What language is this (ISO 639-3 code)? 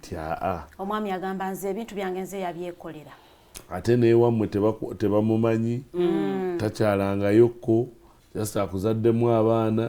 lug